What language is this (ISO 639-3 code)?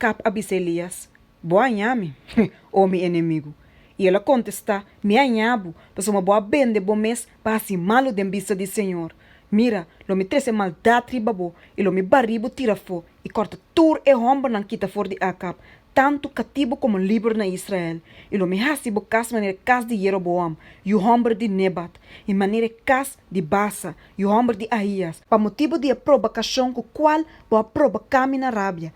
pap